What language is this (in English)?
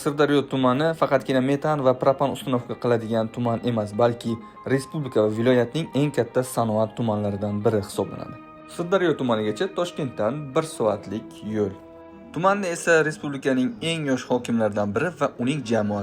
Uzbek